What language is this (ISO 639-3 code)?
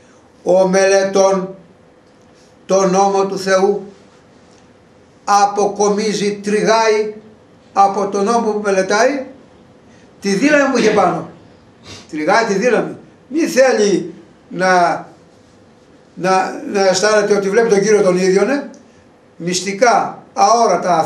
ell